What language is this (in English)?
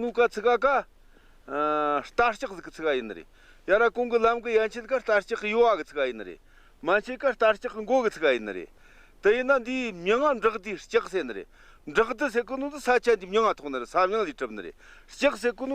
Tibetan